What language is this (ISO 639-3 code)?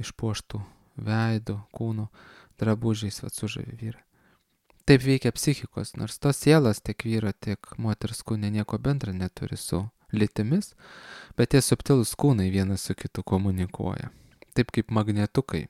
lit